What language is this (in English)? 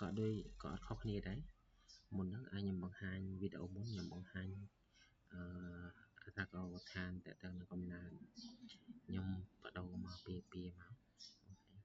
Khmer